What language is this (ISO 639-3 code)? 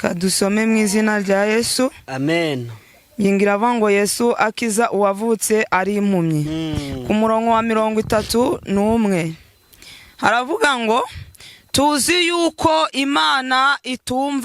kin